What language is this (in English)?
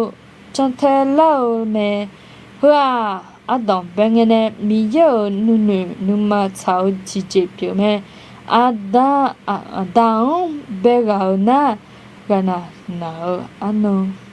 Akha